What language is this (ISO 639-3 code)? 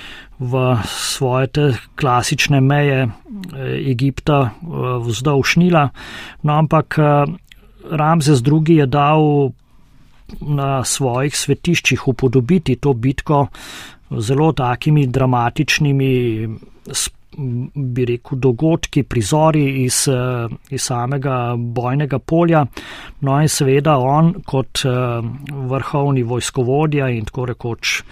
slv